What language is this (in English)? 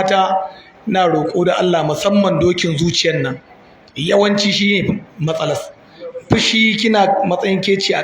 Hausa